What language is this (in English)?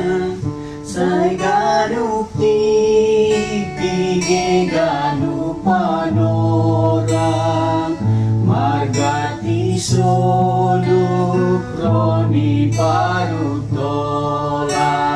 Batak Simalungun